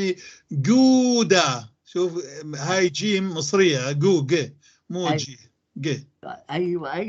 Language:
North Levantine Arabic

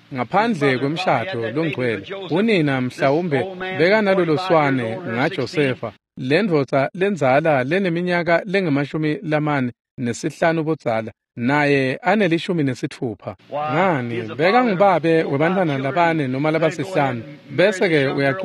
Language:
Swati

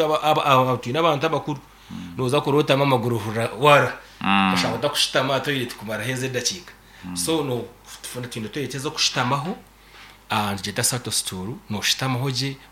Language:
Nyankole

